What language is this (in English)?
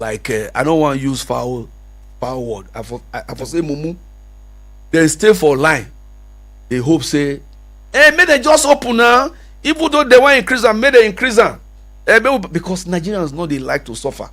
Nigerian Pidgin